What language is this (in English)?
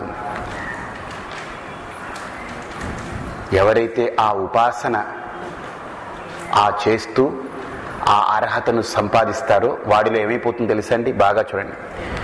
Telugu